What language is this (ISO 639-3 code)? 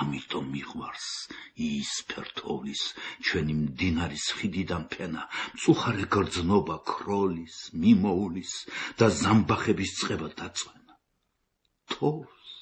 kat